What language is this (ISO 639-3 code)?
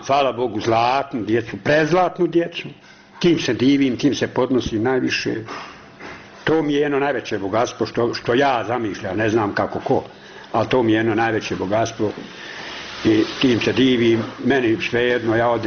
bos